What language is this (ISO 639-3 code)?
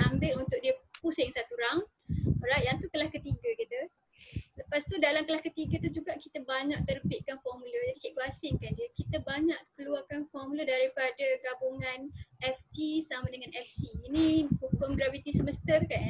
msa